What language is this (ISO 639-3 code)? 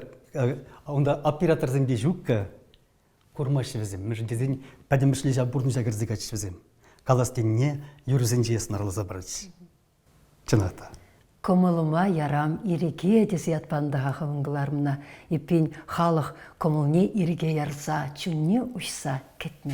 chv